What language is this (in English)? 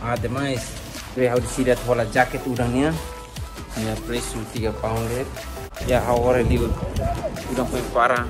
Tetum